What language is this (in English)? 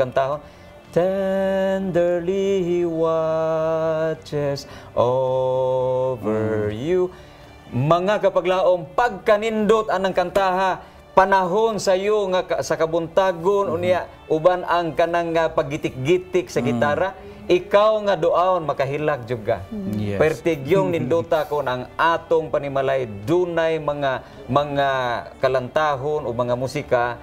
Cebuano